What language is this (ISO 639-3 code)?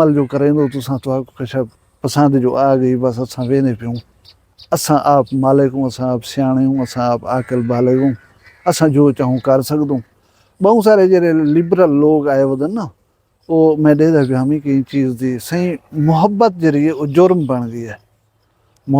skr